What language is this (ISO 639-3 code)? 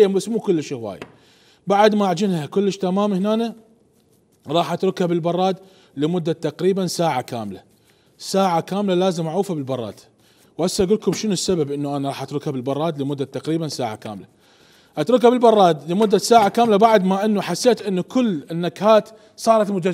acm